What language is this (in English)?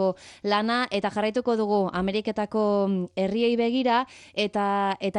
Basque